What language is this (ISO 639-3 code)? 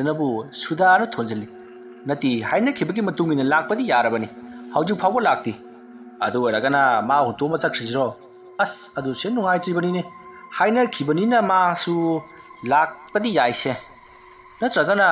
mni